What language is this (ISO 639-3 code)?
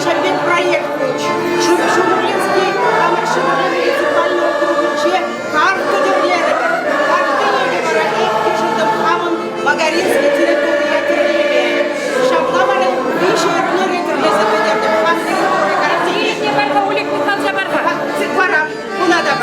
chv